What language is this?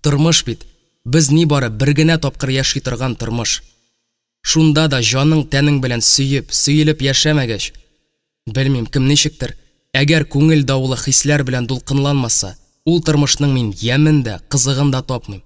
Tatar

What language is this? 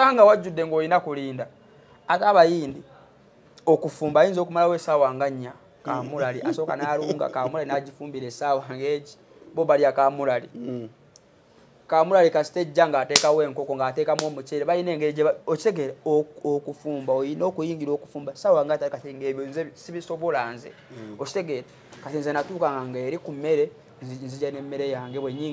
Ganda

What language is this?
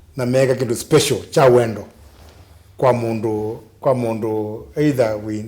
Kamba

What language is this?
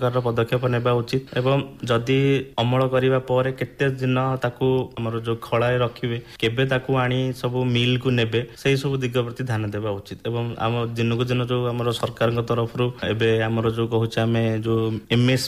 Odia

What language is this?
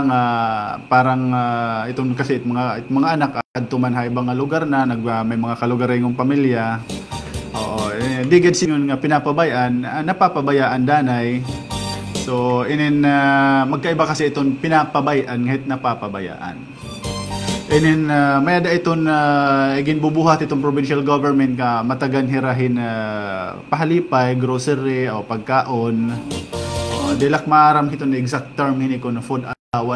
Waray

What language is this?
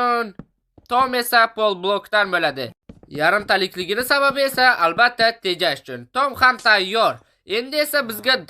Uzbek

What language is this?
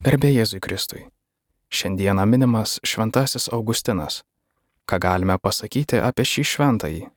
Lithuanian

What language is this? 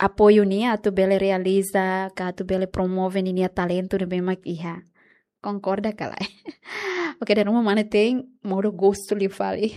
Tetum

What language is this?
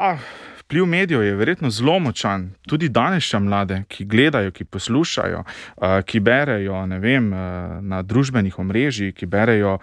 Slovenian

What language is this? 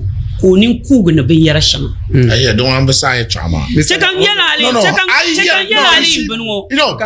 Dagbani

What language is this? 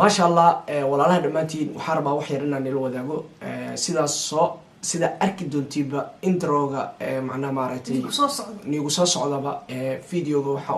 Somali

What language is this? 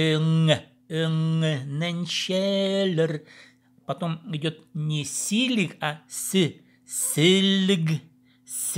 Khakas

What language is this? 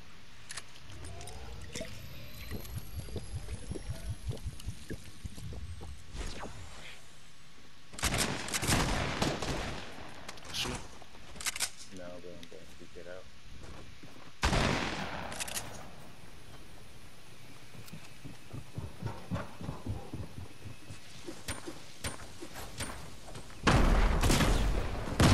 English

